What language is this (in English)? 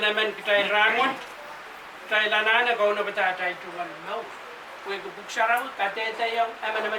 Pohnpeian